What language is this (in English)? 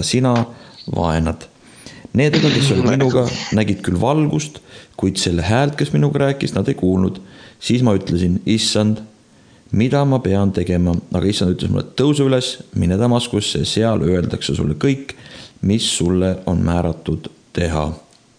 Estonian